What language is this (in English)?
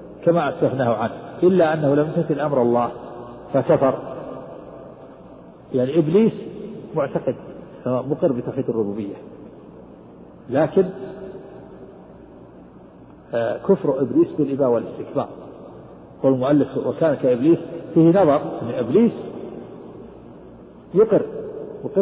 Arabic